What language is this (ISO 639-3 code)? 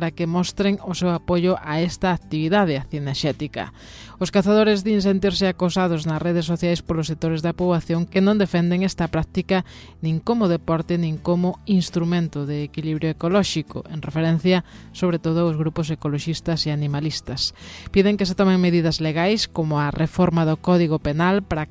glg